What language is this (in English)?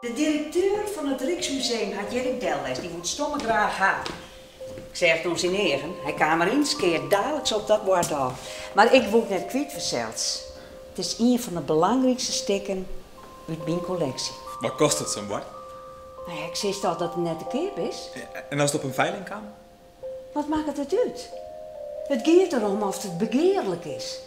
Western Frisian